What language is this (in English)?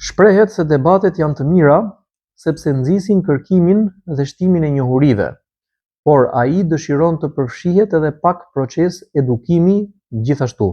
Albanian